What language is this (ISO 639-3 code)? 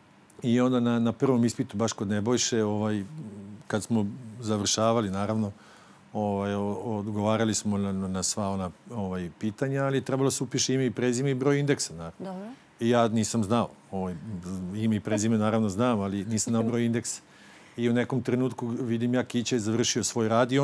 srp